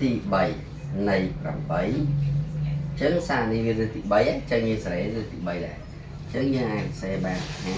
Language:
Khmer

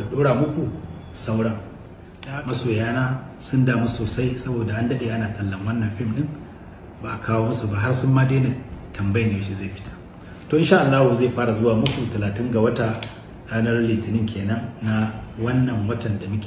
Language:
Hausa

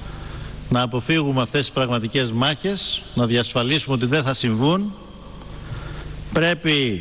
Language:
Greek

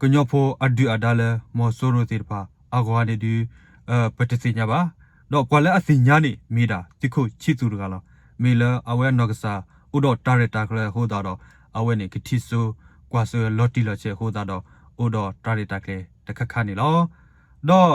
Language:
S'gaw Karen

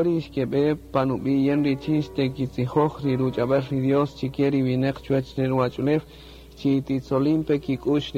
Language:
Kaqchikel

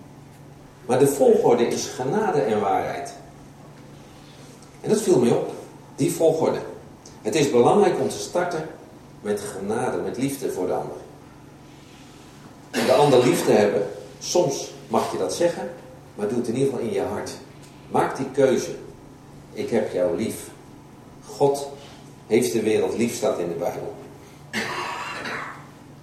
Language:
Dutch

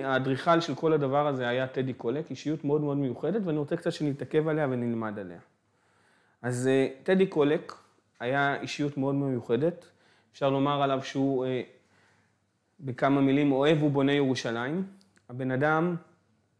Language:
Hebrew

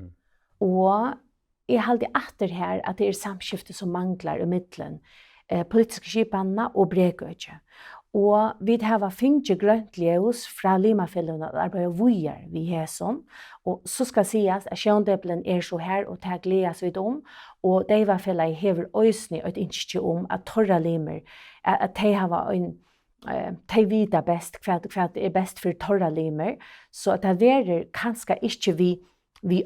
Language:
Faroese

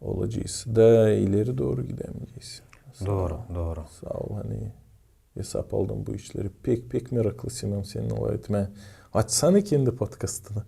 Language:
Gagauz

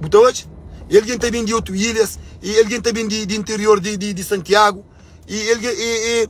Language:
Kabuverdianu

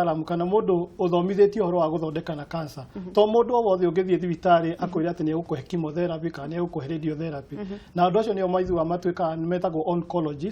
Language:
Kikuyu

